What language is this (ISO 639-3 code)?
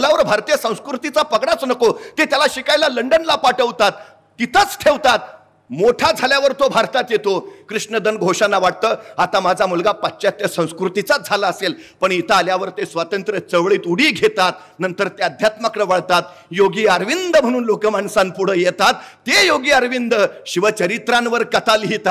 mar